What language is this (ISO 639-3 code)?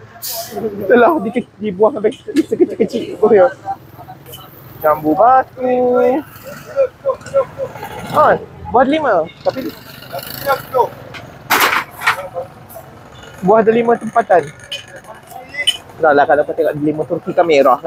msa